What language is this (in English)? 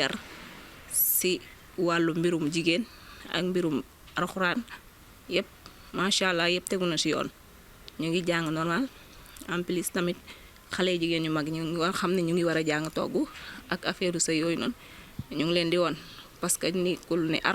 Wolof